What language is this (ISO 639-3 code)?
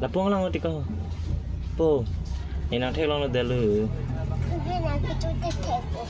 mjw